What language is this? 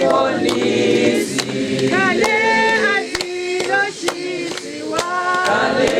Tsonga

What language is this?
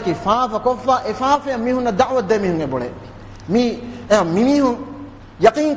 Divehi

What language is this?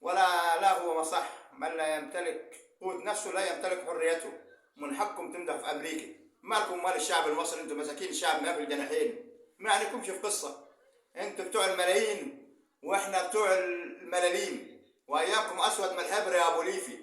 Egyptian Arabic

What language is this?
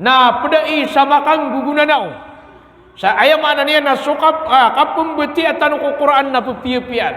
Maranao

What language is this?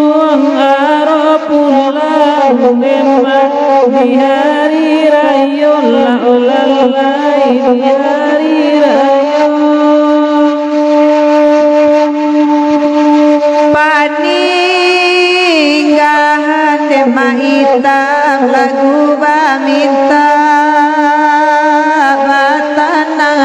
Minangkabau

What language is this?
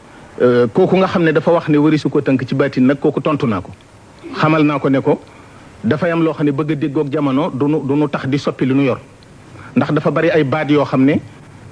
Wolof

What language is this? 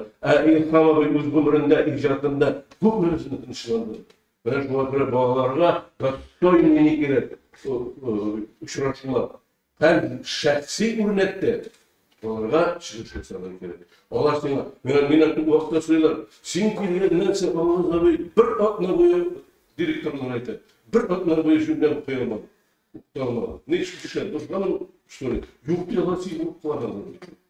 Tatar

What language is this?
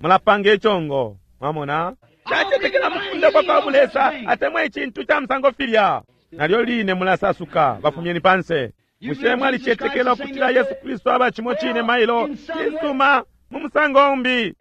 Bemba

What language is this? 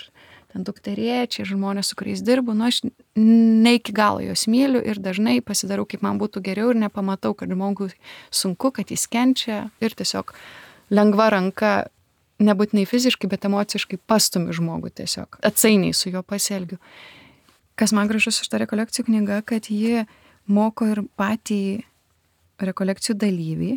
Lithuanian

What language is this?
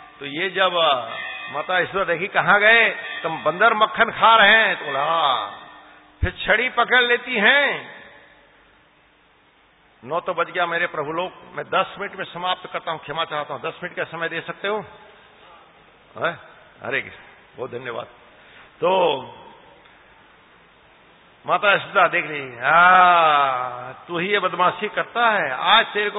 Hindi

